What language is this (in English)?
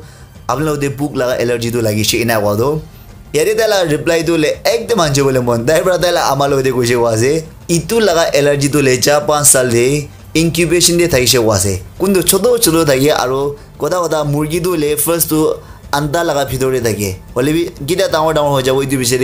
Naga Pidgin